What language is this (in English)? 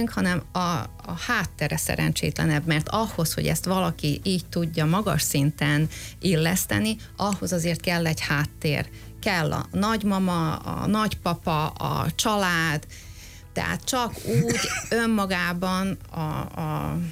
Hungarian